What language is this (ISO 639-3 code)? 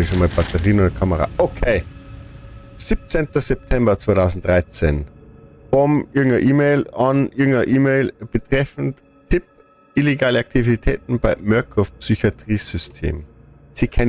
bar